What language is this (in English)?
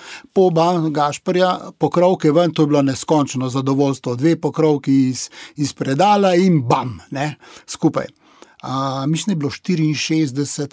Slovenian